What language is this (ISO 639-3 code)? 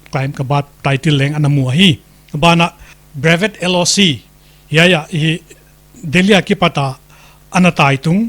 pck